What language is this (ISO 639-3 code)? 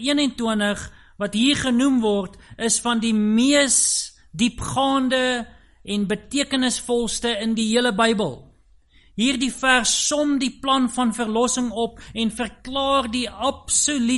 afr